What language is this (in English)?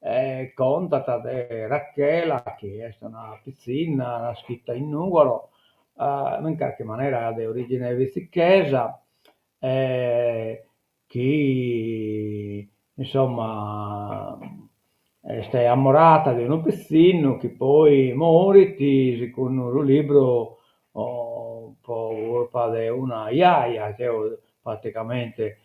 Sardinian